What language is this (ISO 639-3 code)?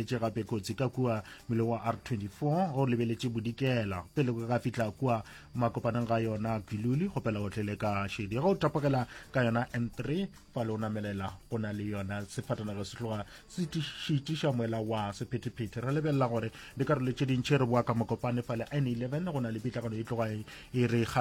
nso